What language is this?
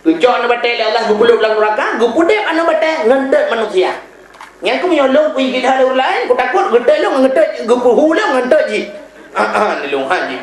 Achinese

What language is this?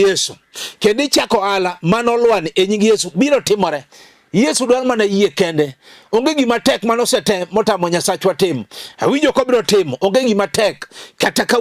Luo (Kenya and Tanzania)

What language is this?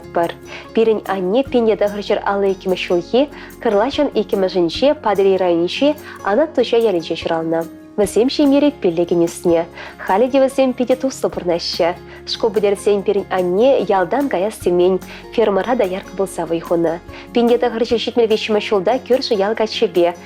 Chuvash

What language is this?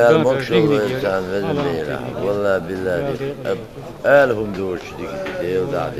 Chechen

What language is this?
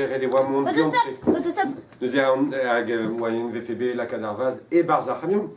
Breton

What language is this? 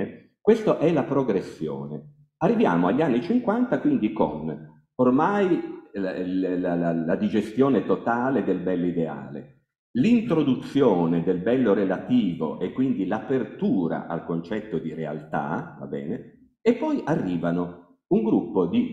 Italian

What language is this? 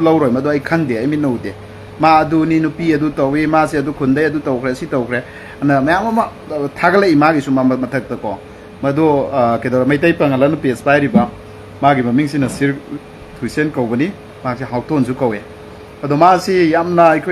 Manipuri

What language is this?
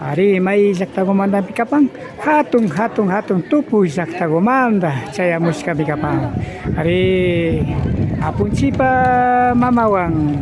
Imbabura Highland Quichua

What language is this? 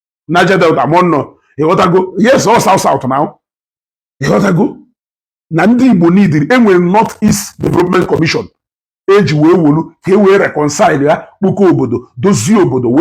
Igbo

